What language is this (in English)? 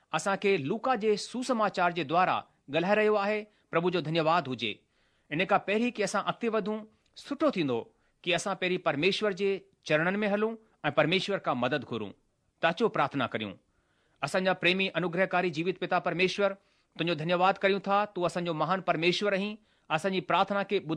Sindhi